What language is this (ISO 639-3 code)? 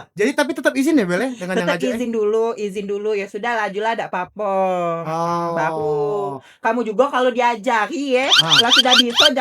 mui